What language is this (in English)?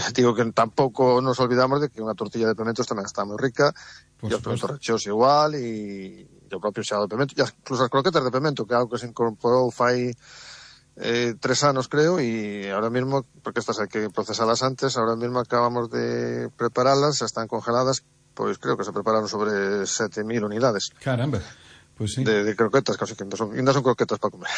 Galician